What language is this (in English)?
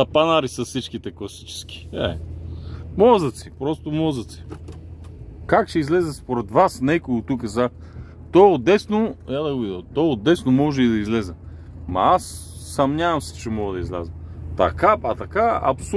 Bulgarian